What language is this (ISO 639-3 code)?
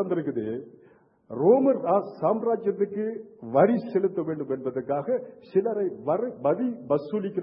tam